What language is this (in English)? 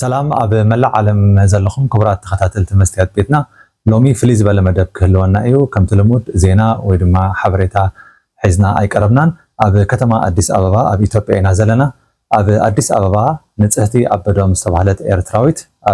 Tigrinya